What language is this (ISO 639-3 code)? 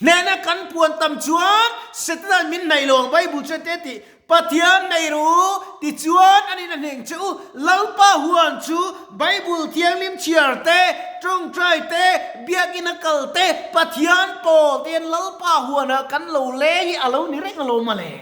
lus